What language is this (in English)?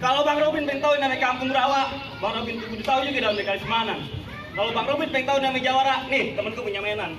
Betawi